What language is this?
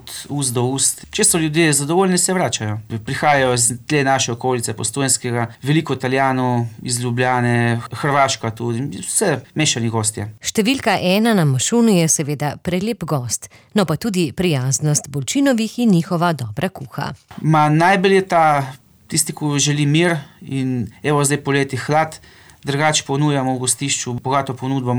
Slovenian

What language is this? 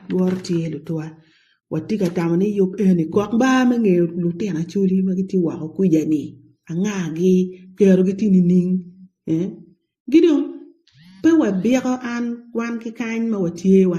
Acoli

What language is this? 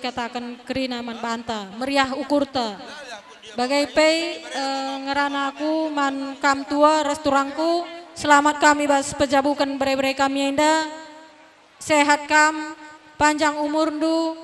Batak Karo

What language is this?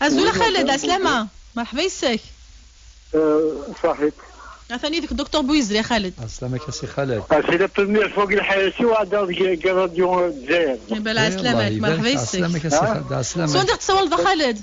Kabyle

